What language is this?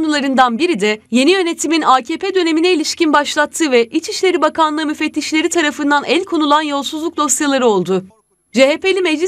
Turkish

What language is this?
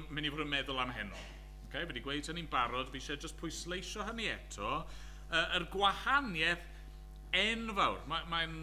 Welsh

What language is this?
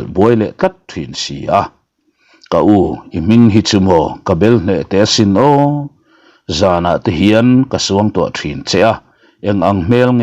Mizo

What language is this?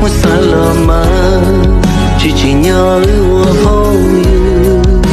Hmong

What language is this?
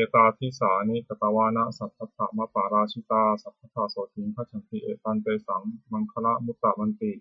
Pali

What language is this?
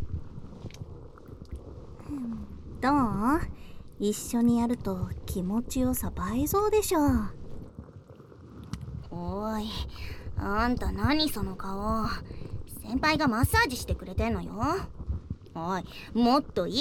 Japanese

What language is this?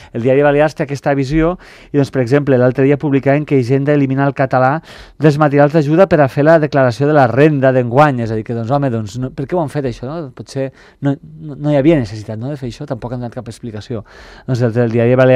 Catalan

